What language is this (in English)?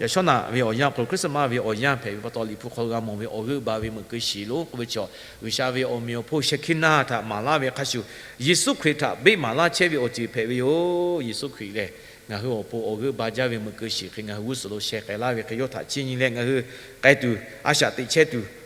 Lahu